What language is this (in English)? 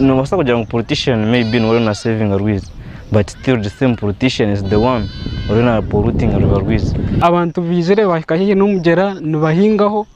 Nyankole